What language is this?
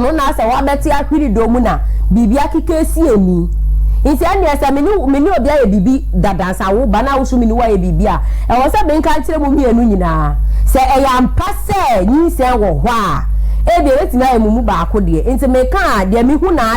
Akan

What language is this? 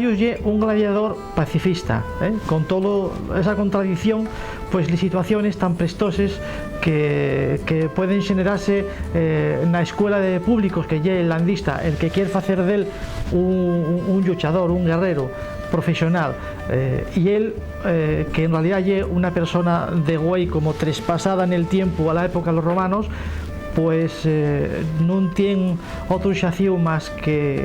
Asturian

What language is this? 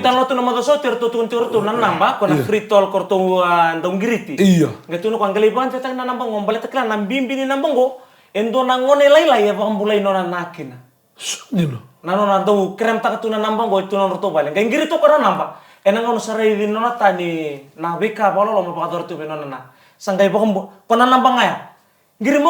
Fijian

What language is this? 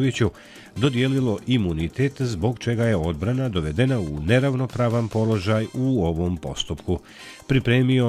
Bosnian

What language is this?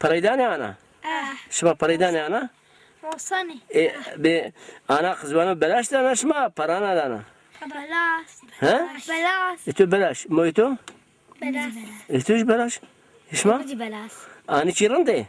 Zaza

